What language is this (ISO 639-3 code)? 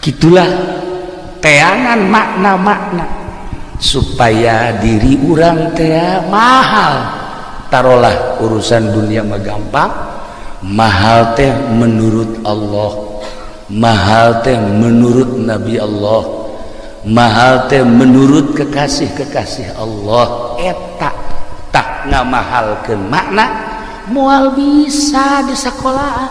sun